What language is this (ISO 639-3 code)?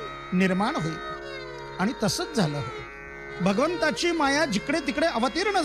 mar